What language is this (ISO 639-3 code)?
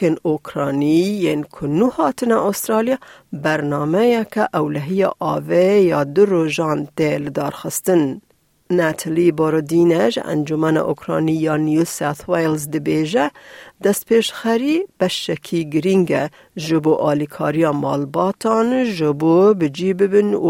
kur